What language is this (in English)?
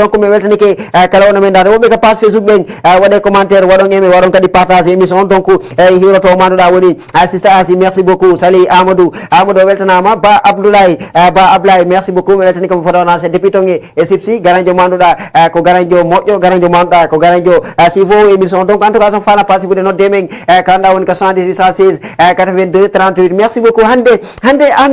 Fula